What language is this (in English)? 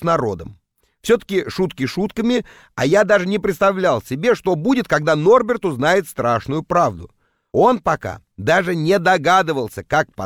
Russian